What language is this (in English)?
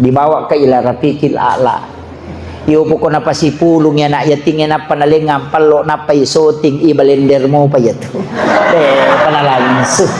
Buginese